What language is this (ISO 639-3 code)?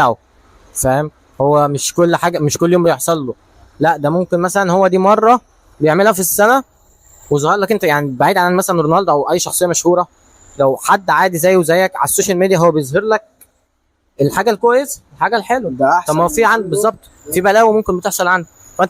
arz